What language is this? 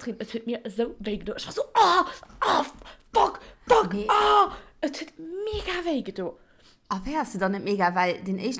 Luxembourgish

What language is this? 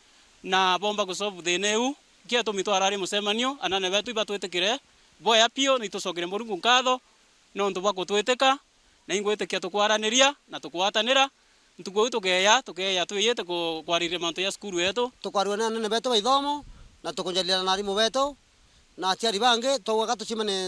Meru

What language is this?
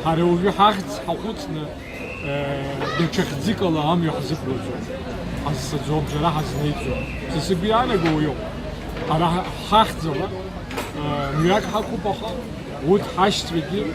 Abkhazian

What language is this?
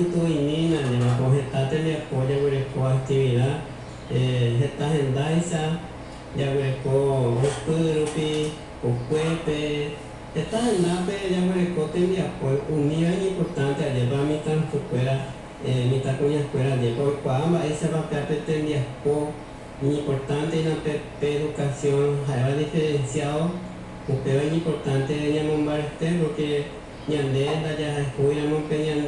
Guarani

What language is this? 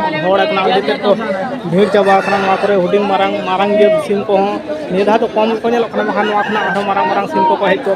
Santali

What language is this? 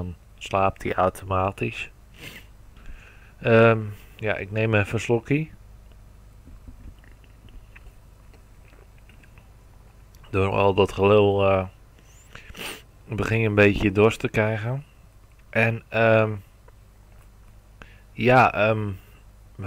Dutch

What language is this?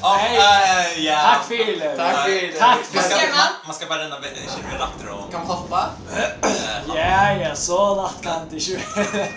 Faroese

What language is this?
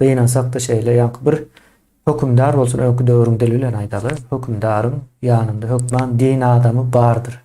Turkmen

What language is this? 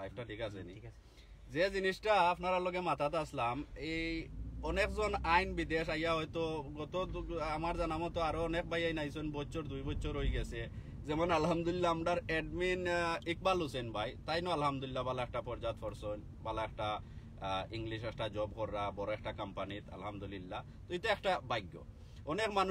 Sylheti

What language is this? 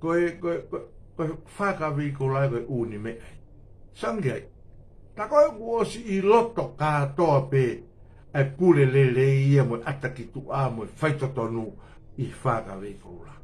Tongan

